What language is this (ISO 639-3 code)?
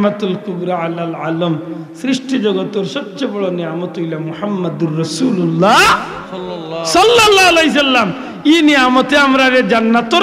syl